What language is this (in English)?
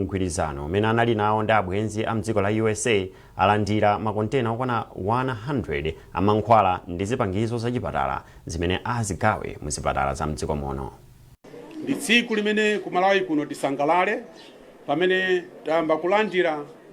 Nyanja